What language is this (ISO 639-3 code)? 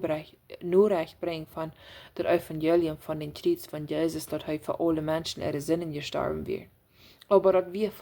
pdt